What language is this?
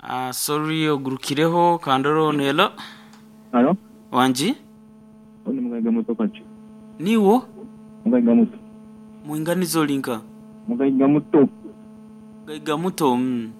Nyoro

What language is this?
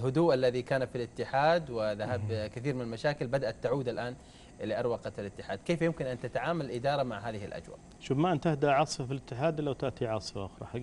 Arabic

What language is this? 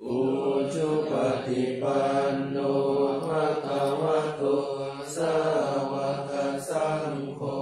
Pali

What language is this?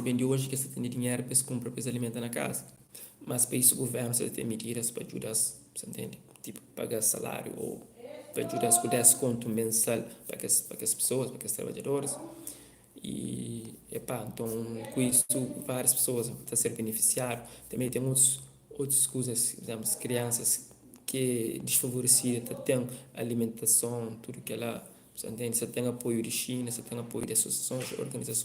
Kabuverdianu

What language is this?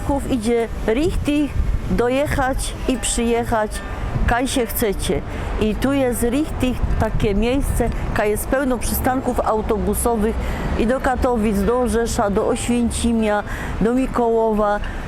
Silesian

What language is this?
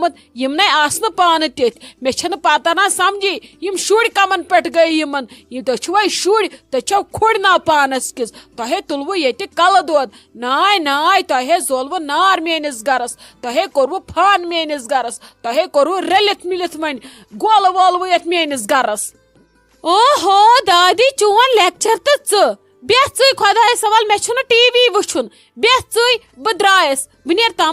Kashmiri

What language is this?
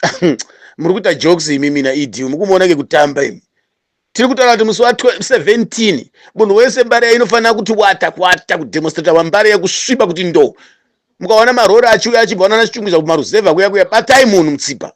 Shona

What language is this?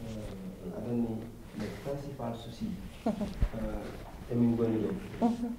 Fula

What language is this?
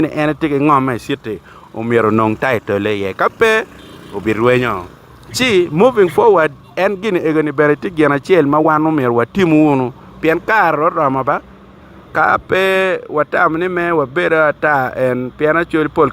Acoli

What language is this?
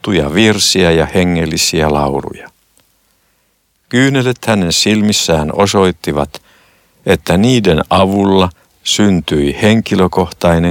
Finnish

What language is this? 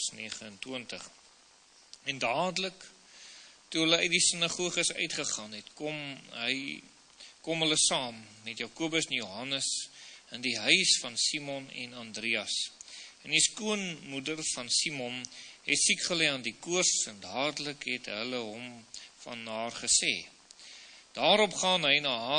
Afrikaans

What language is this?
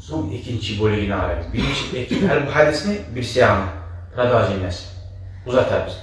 Kumyk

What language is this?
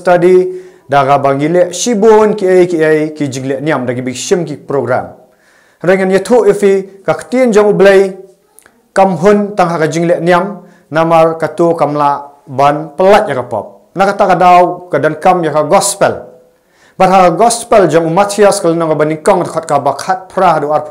Khasi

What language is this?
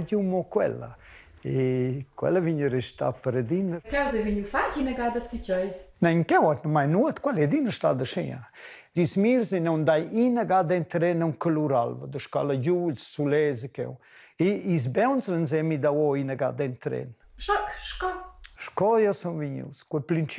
Romansh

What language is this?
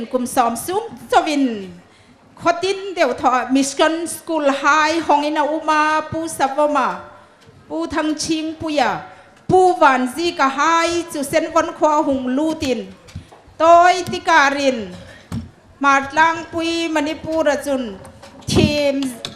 Hmar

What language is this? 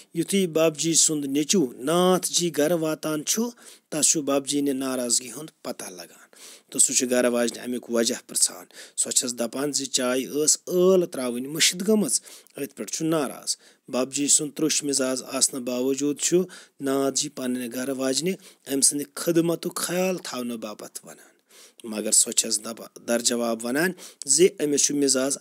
Kashmiri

